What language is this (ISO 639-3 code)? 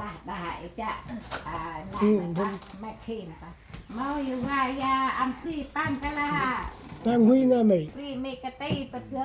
cmo